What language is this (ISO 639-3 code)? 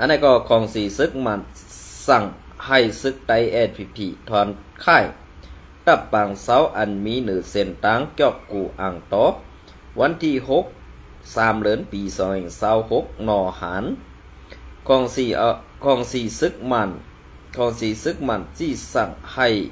shn